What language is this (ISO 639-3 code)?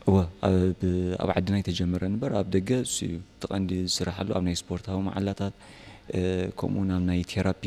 tir